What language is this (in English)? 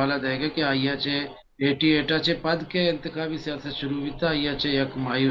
Baluchi